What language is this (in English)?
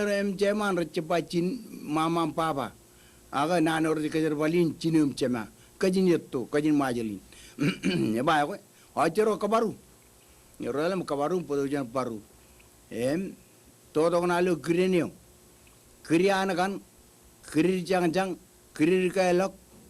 Marshallese